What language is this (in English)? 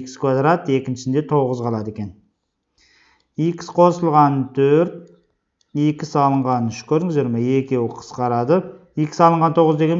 Kazakh